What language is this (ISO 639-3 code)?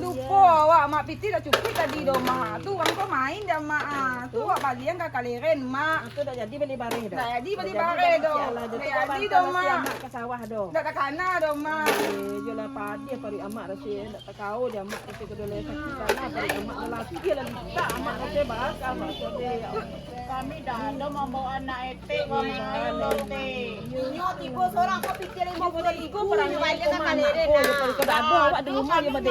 min